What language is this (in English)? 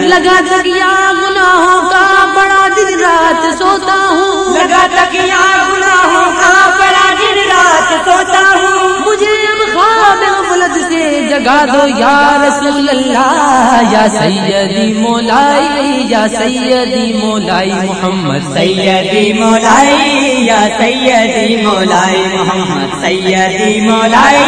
Urdu